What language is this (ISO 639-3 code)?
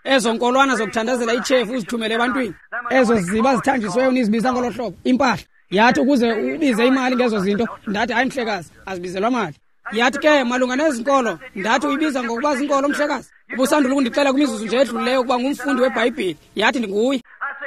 xho